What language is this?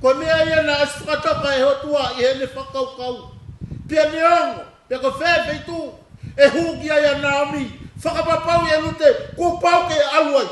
Tongan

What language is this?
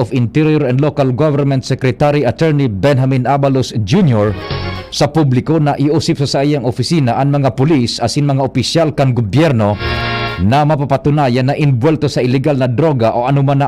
Bikol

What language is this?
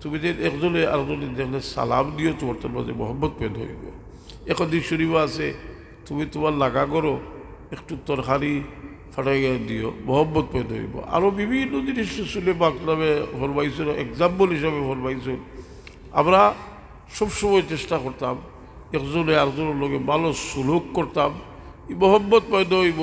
Sylheti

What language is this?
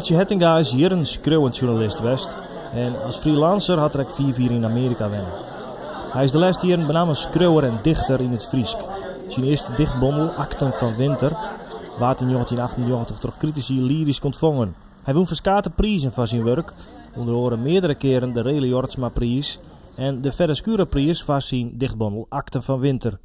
Western Frisian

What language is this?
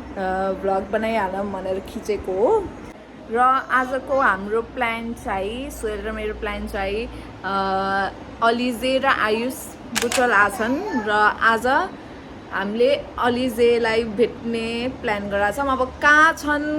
Nepali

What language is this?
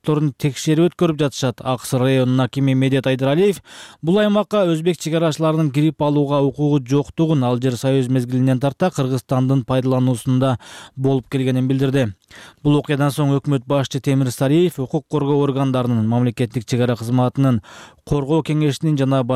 Kyrgyz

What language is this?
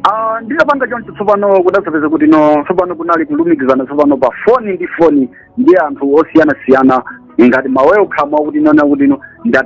Nyanja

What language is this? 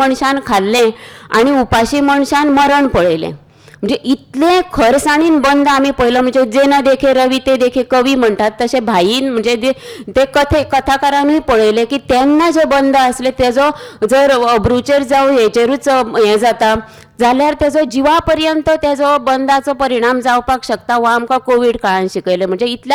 Konkani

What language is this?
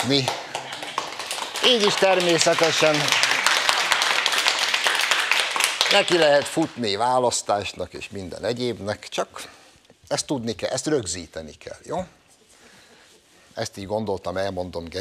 Hungarian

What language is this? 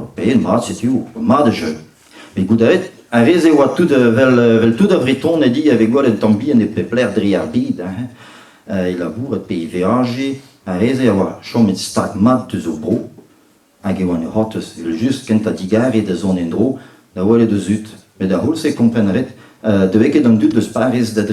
Breton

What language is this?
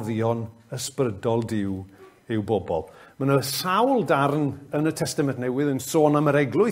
Welsh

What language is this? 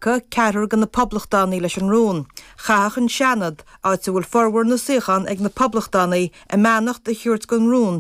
Irish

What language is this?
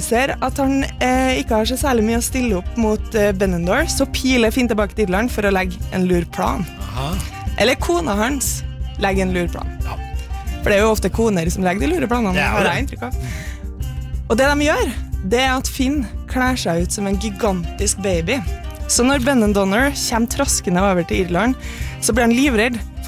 Norwegian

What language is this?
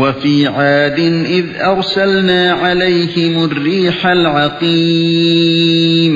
Uyghur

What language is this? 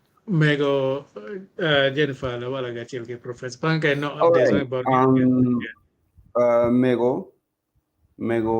Acoli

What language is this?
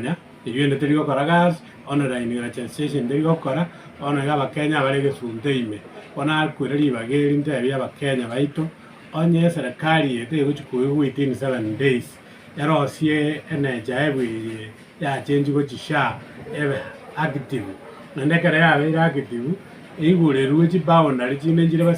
Gusii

